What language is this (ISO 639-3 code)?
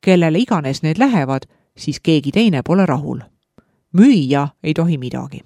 est